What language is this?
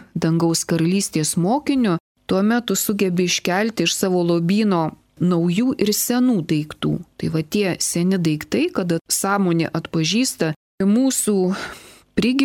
Lithuanian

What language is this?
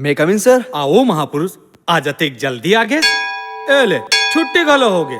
Chhattisgarhi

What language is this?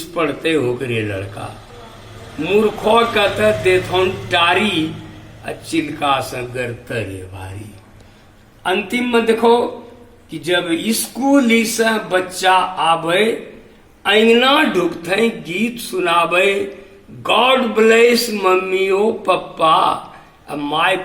Angika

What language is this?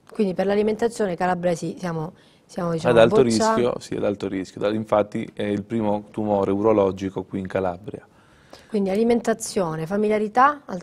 Italian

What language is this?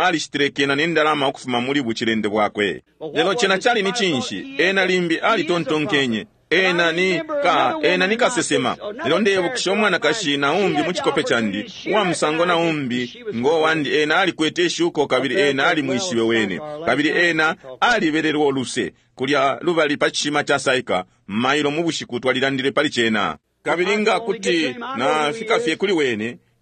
Bemba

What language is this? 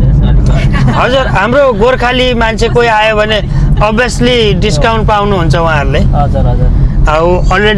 Nepali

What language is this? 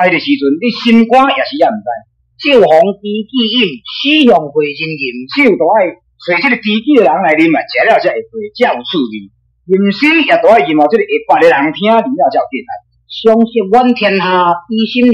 Min Nan Chinese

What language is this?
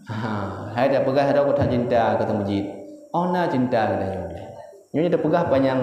Achinese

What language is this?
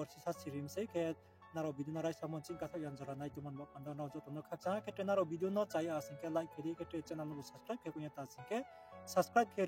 Riang (India)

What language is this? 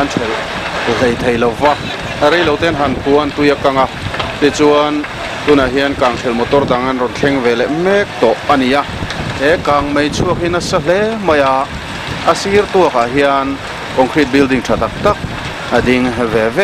Mizo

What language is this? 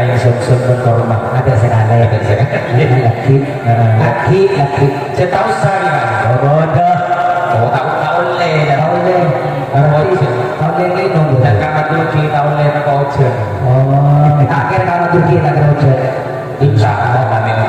Madurese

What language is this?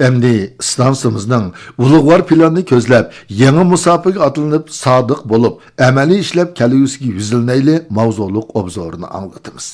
Uyghur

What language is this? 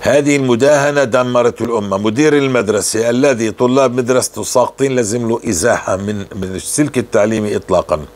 North Levantine Arabic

